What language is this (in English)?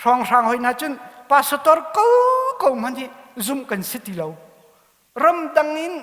Hakha Chin